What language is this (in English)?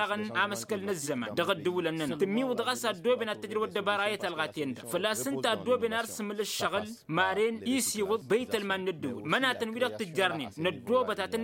Tamasheq